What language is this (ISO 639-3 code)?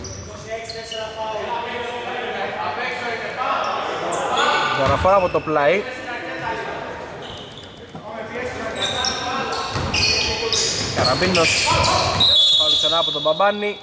ell